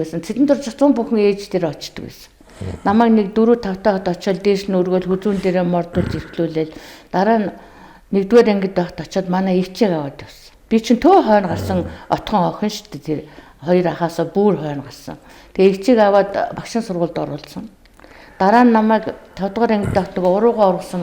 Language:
Mongolian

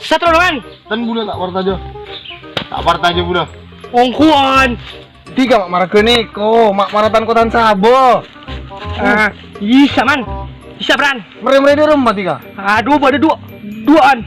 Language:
Madurese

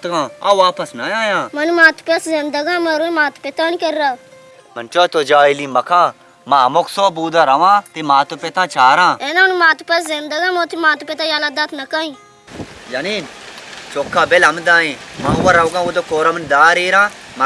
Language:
Baluchi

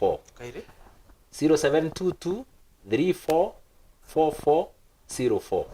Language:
Meru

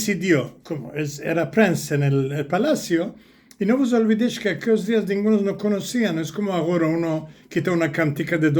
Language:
Ladino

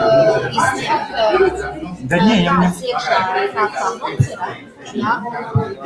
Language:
Latvian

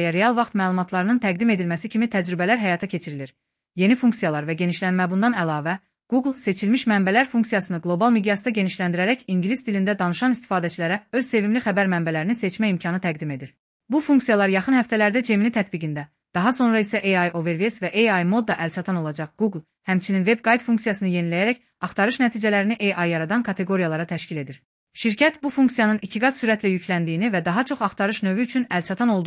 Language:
Azerbaijani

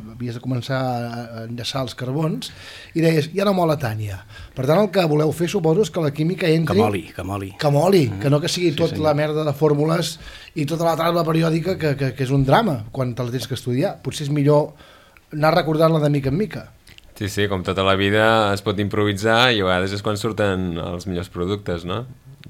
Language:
Catalan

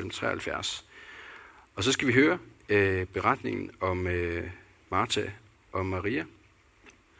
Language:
Danish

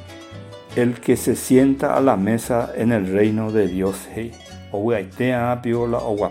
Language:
Guarani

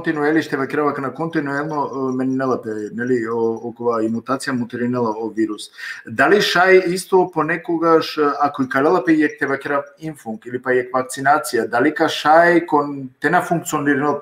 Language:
Balkan Romani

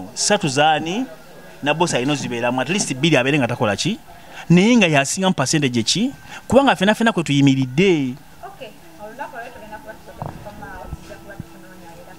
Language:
Ganda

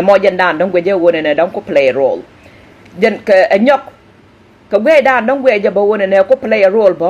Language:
Nuer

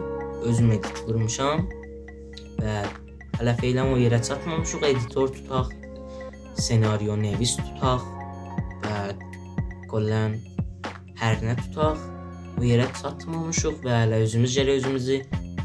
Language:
South Azerbaijani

